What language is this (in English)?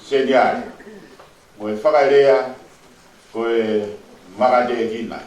Tongan